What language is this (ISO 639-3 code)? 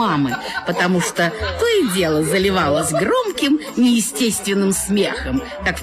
rus